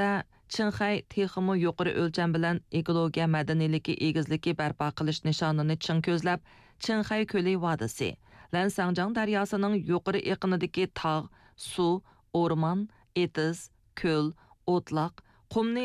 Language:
Uyghur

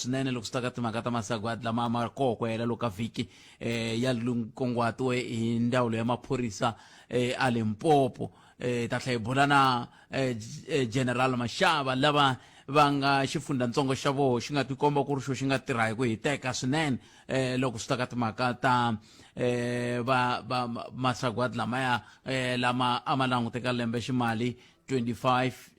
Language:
Tsonga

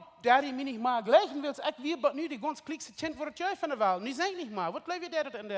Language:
Plautdietsch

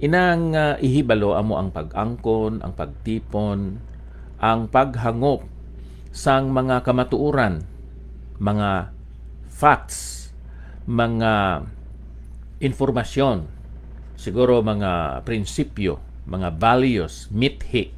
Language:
Hiligaynon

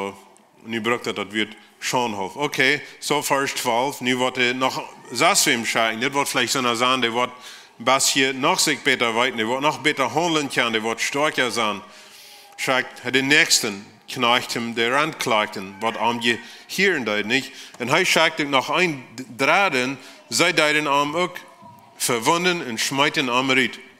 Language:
Plautdietsch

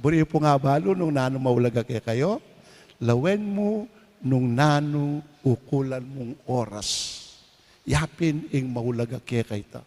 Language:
Pampanga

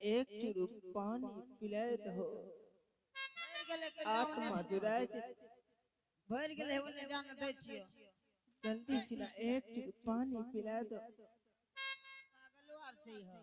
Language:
Angika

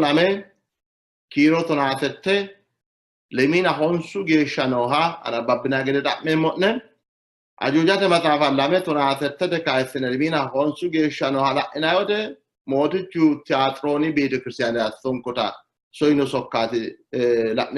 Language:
Sidamo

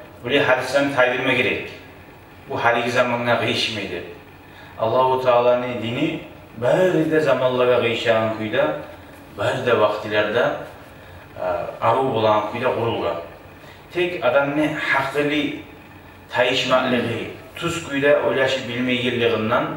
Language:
Kumyk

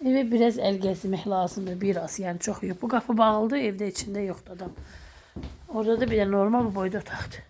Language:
Azerbaijani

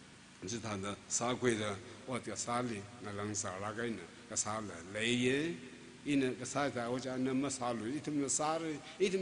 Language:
Tangkhul Naga (India)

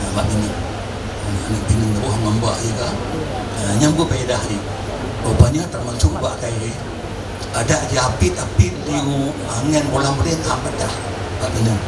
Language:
Achinese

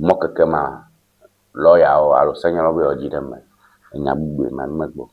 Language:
Ewe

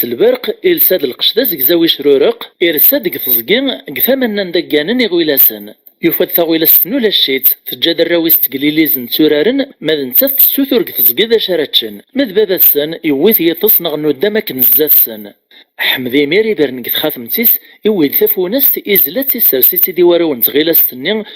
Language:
Kabyle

